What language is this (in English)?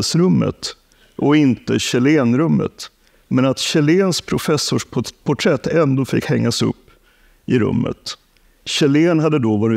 Swedish